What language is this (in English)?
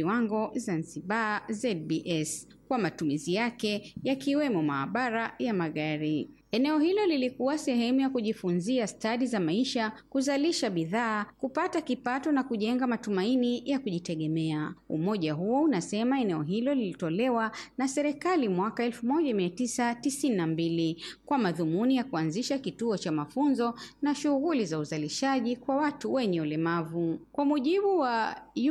Swahili